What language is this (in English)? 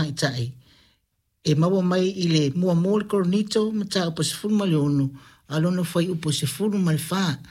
Samoan